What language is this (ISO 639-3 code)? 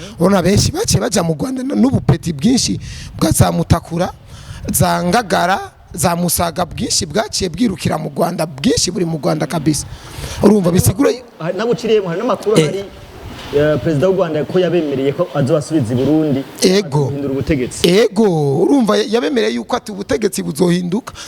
run